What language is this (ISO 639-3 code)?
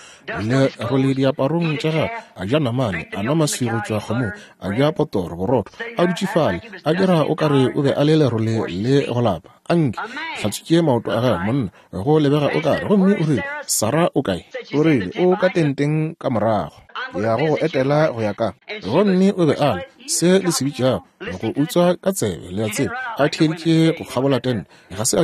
nso